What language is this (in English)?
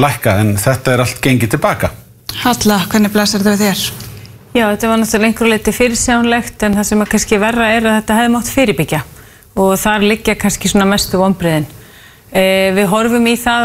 Icelandic